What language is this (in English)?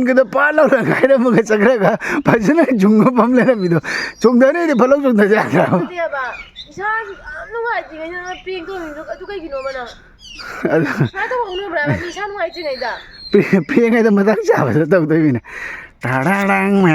Manipuri